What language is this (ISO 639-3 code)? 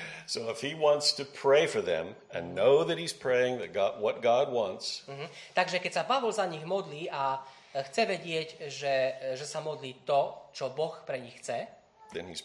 slk